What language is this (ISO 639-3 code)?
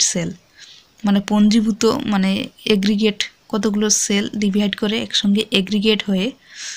ben